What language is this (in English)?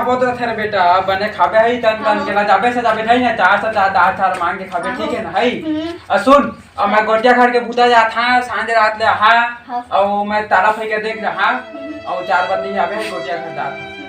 Chhattisgarhi